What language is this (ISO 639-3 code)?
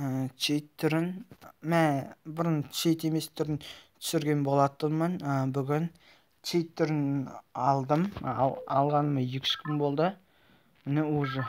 kaz